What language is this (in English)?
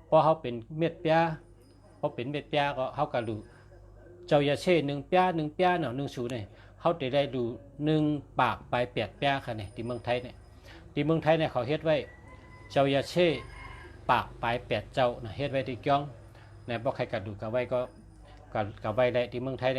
Shan